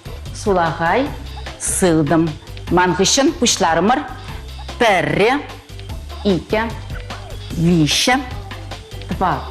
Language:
Chuvash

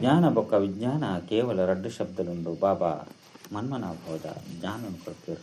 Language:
Tulu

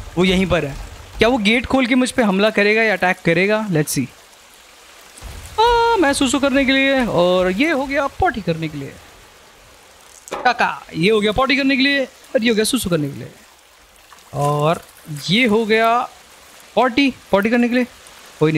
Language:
Hindi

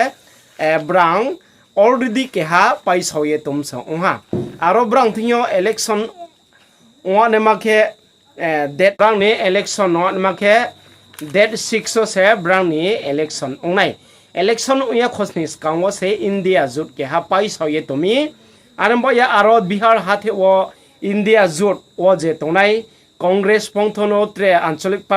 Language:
Riang (India)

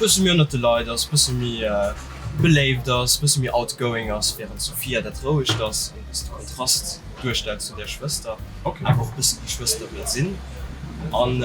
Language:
Luxembourgish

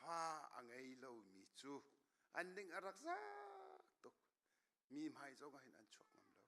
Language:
Hakha Chin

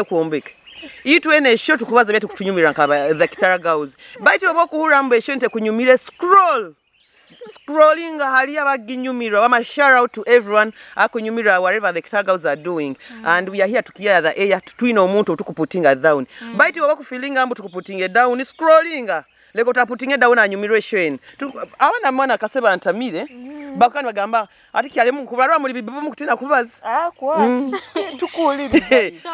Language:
Nyoro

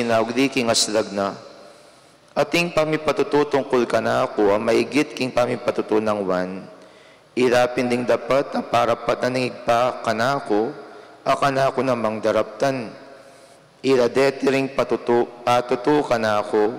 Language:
Pampanga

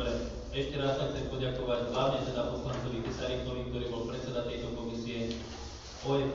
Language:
Slovak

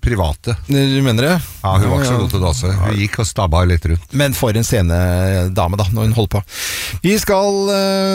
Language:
Norwegian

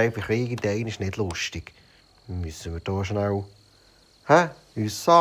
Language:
Swiss German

